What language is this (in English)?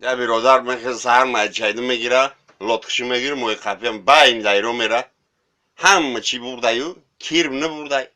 Tajik